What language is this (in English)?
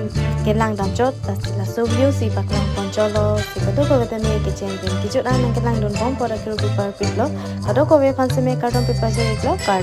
Karbi